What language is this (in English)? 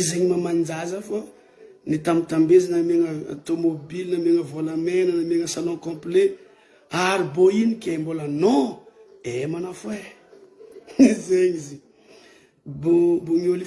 Malagasy